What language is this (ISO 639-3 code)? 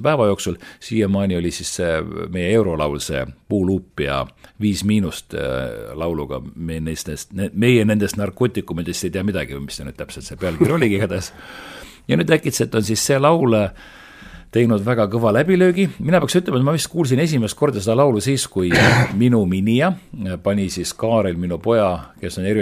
est